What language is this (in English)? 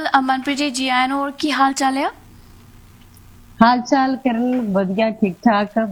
Punjabi